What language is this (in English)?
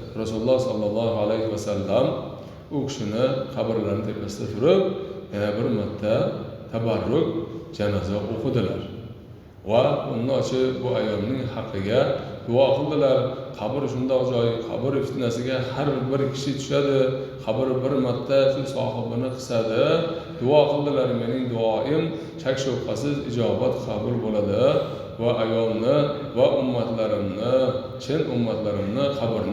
Uzbek